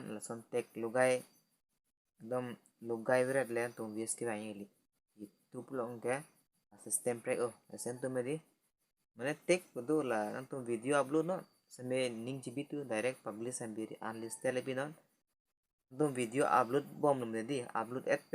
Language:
Karbi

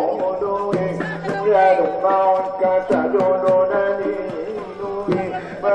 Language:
Batak Angkola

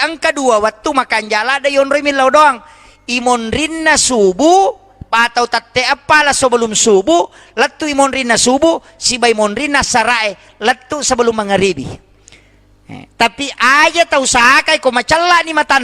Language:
Buginese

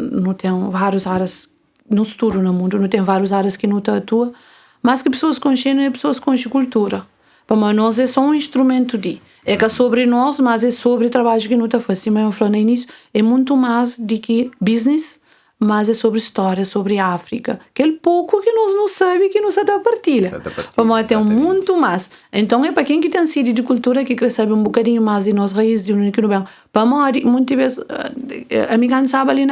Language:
Kabuverdianu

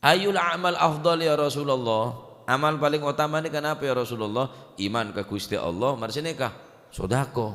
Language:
Madurese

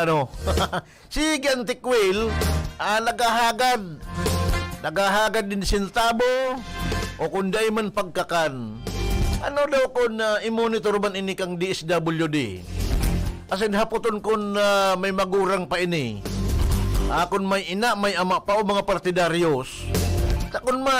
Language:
Bikol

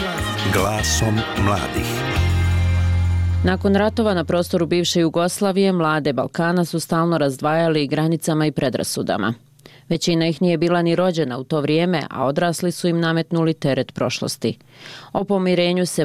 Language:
Bosnian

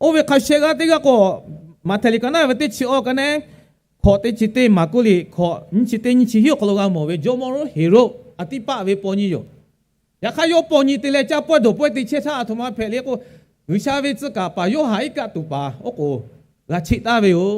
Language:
Lahu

